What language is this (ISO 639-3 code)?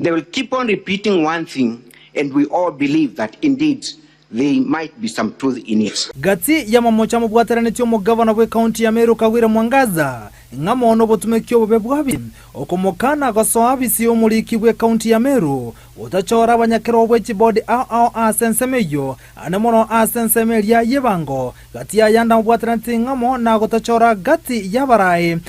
guz